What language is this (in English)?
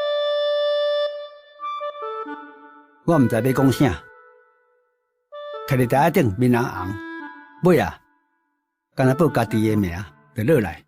Min Nan Chinese